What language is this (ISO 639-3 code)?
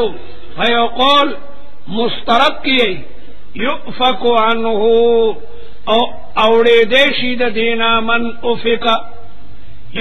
pus